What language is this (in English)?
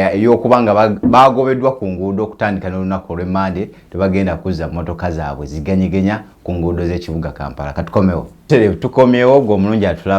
Ganda